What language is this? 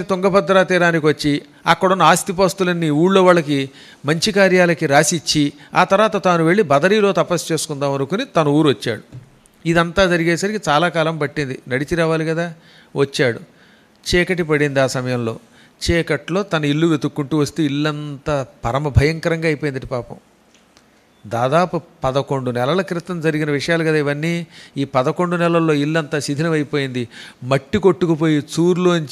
Telugu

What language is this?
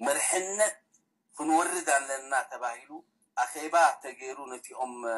Tigrinya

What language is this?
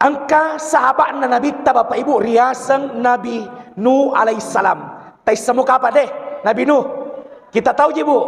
Buginese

